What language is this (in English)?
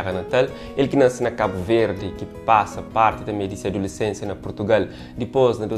Kabuverdianu